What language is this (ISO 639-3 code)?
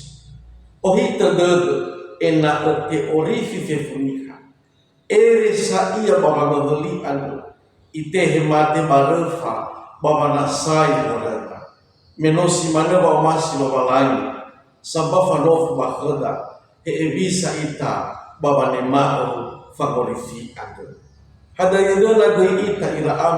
nia